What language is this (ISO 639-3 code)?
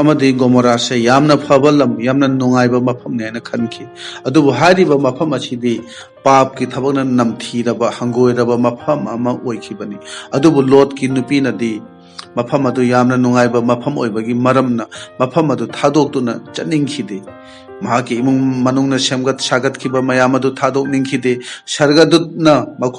mni